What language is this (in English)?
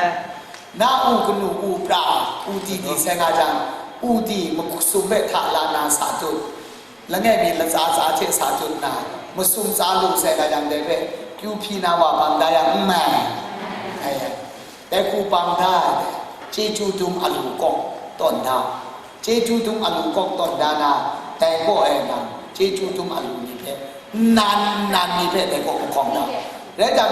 Kachin